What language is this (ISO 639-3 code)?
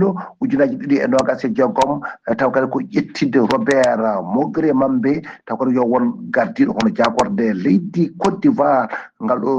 ful